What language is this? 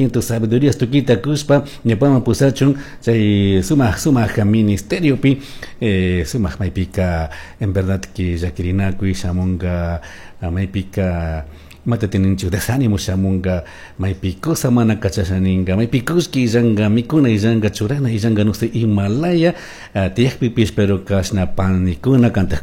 Chimborazo Highland Quichua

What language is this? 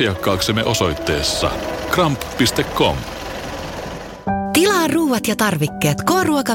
Finnish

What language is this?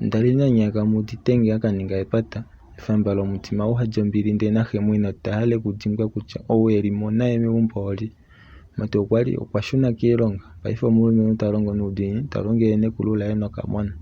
Kuanyama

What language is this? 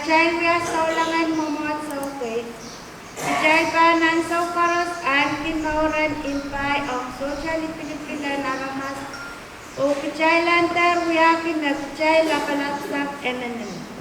Pohnpeian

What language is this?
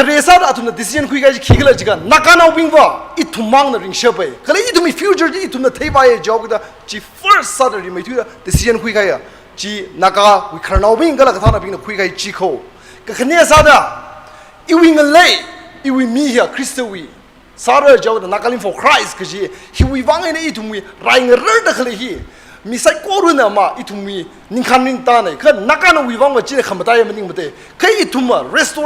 Tangkhul Naga (India)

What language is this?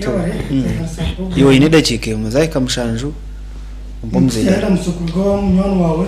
Nyankole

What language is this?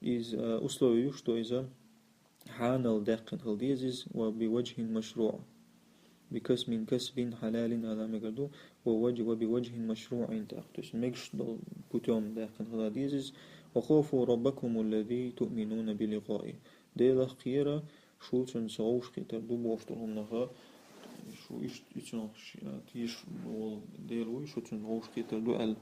Chechen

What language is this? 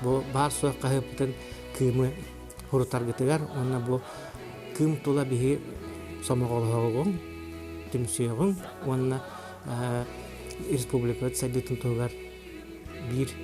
Yakut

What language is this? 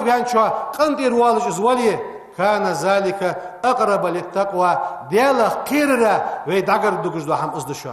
Ingush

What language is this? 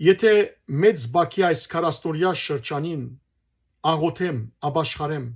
Western Armenian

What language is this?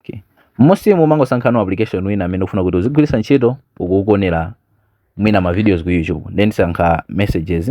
Nyanja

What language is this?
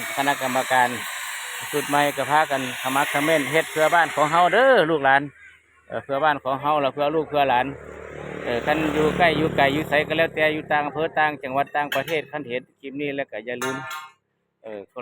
Northeastern Thai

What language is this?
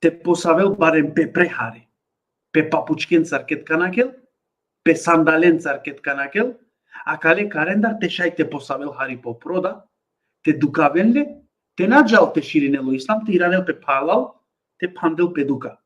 Balkan Romani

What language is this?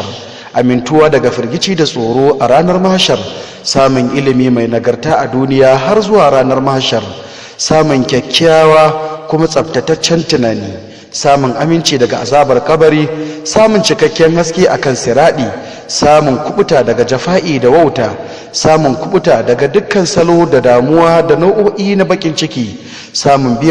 Hausa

